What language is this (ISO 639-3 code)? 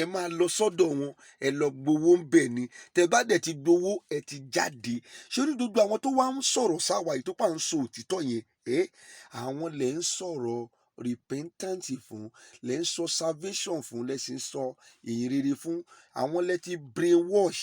yor